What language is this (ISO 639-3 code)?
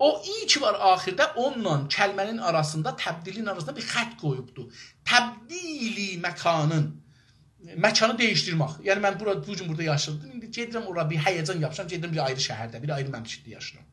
azb